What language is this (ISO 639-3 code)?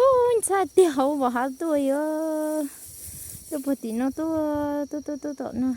hmn